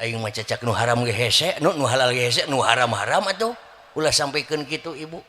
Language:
Sundanese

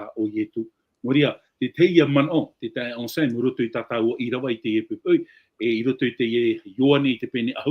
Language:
Tahitian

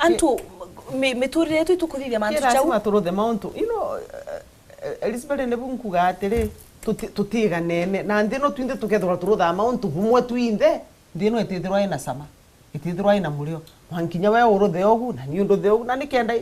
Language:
Meru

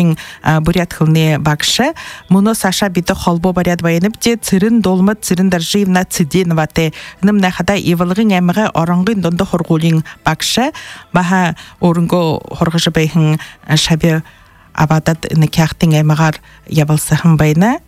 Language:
Buriat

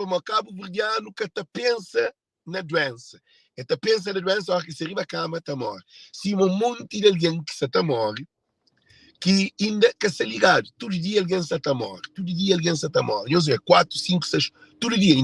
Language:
Kabuverdianu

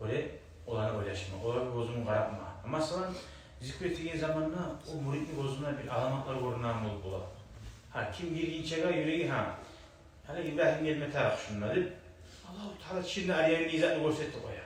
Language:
Kumyk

